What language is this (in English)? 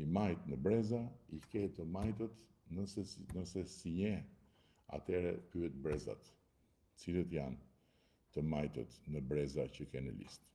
Albanian